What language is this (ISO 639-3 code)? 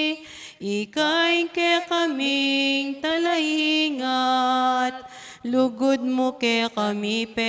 pam